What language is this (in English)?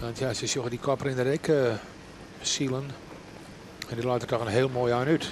Western Frisian